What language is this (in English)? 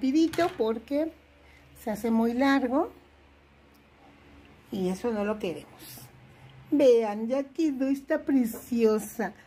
Spanish